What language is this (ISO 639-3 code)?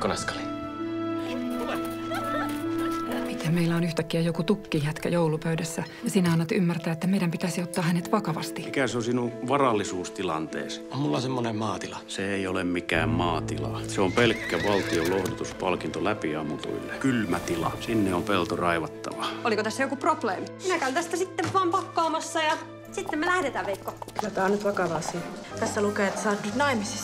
fin